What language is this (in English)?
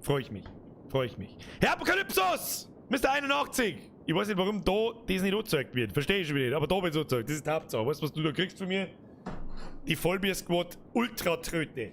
Bavarian